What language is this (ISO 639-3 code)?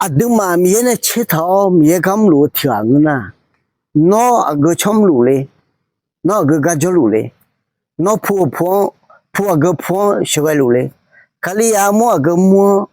ahk